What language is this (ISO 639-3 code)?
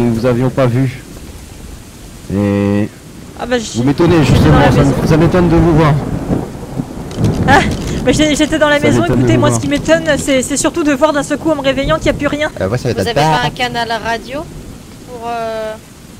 fra